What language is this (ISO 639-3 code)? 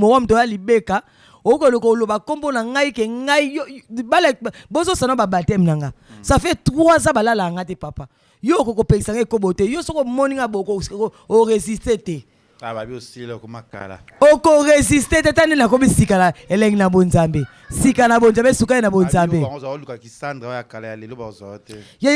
lin